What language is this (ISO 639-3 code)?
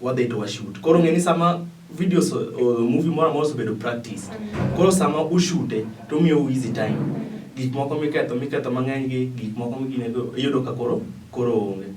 luo